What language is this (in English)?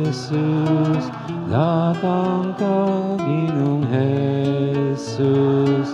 Pampanga